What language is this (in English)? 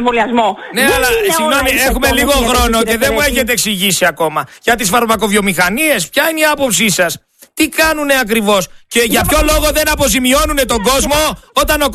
Greek